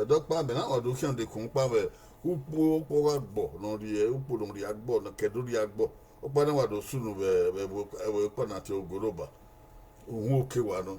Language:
Bini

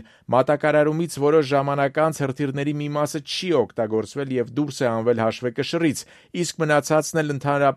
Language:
Armenian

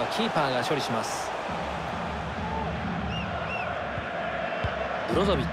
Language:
Japanese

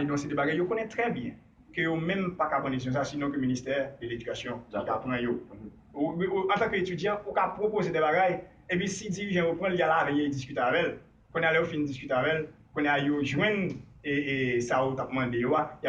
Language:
Haitian Creole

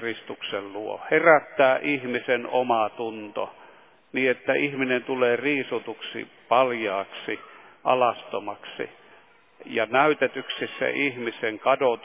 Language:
Finnish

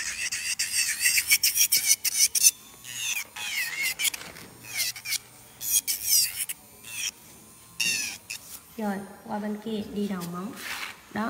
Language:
Vietnamese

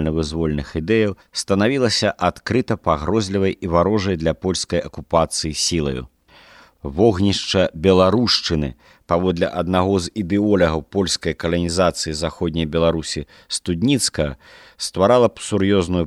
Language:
Belarusian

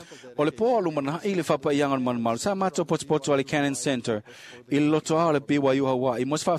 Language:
Samoan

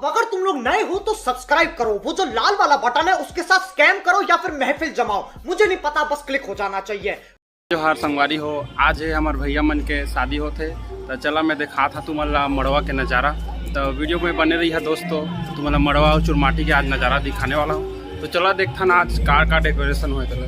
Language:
Chhattisgarhi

